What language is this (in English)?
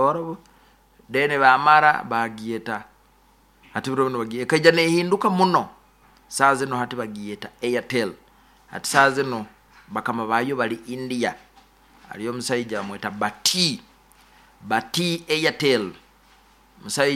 Nyoro